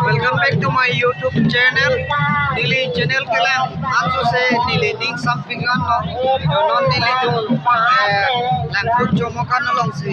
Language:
Karbi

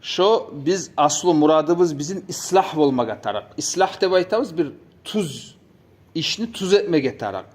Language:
Kumyk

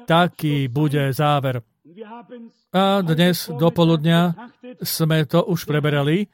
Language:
Slovak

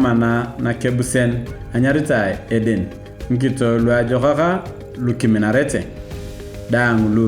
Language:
Turkana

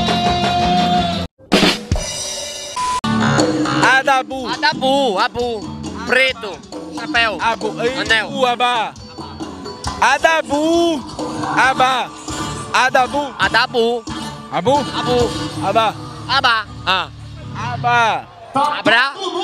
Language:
Portuguese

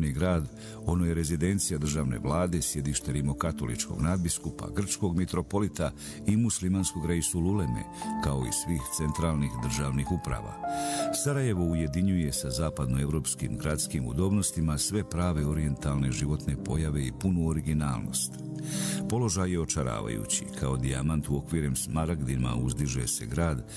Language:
Bosnian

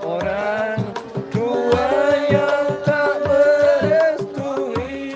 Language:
Sasak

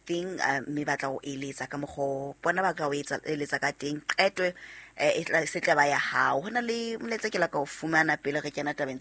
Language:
Southern Sotho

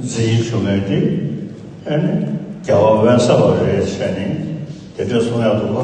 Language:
Tibetan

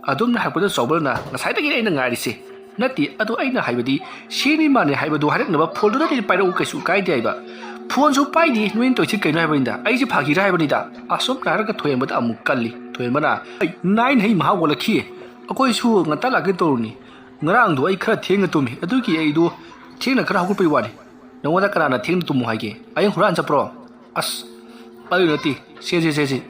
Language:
Manipuri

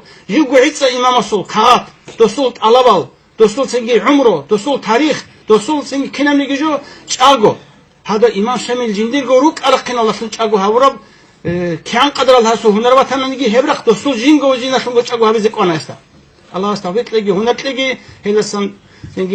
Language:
Avaric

